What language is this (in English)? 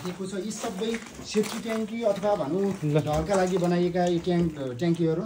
Nepali